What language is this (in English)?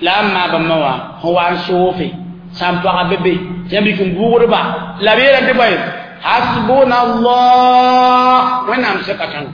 Mossi